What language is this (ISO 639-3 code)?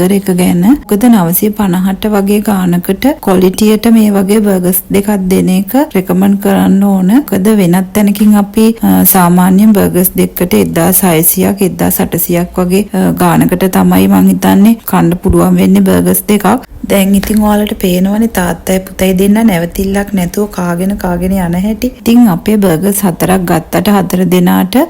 sin